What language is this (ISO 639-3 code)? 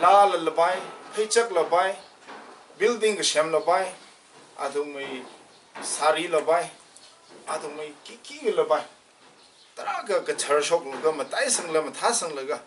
nmf